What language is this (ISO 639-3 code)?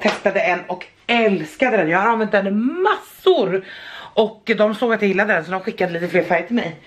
swe